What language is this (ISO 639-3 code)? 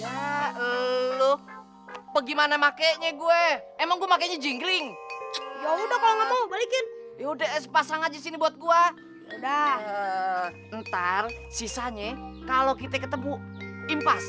bew